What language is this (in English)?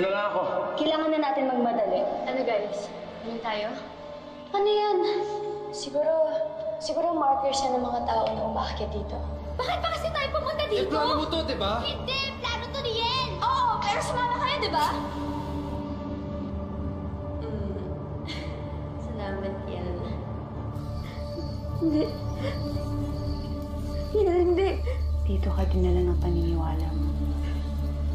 Filipino